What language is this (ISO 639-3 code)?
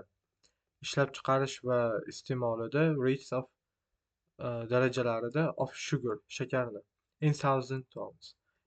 uzb